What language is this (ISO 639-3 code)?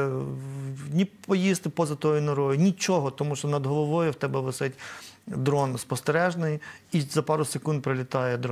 ukr